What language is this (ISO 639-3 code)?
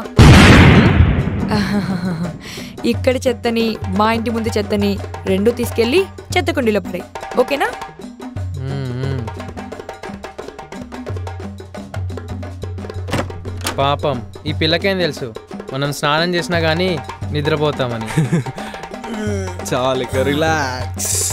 tel